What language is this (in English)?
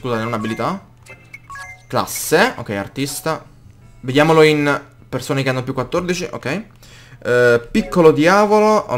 Italian